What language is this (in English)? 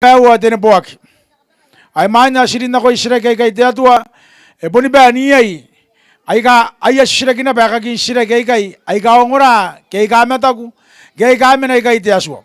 Gilbertese